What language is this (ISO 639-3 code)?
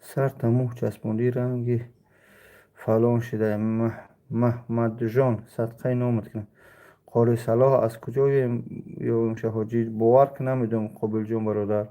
tgk